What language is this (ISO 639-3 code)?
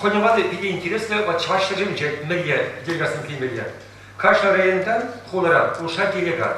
chv